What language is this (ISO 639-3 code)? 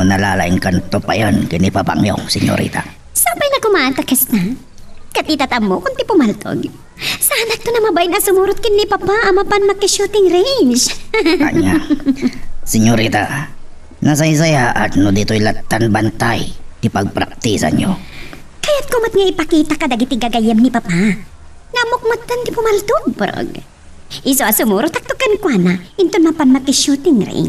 ilo